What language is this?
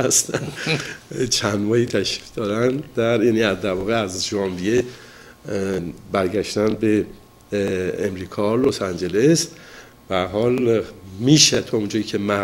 Persian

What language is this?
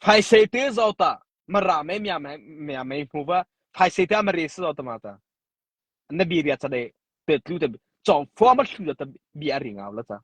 Mara Chin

